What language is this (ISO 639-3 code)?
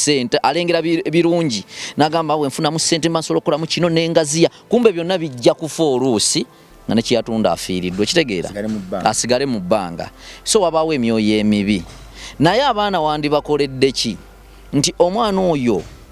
lug